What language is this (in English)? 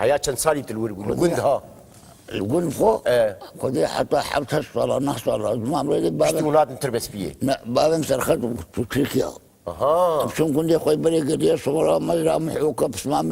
Kurdish